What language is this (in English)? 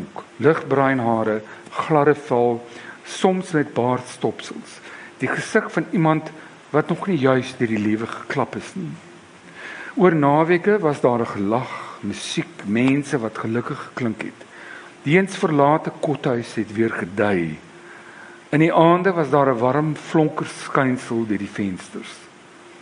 Afrikaans